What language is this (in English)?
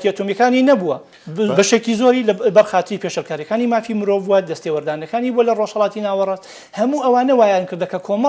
Central Kurdish